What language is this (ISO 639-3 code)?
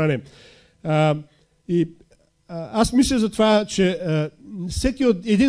bul